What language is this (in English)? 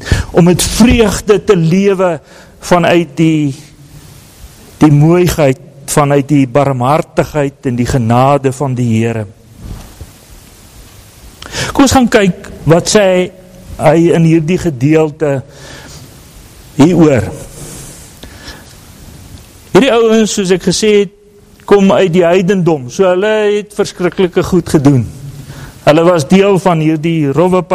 Afrikaans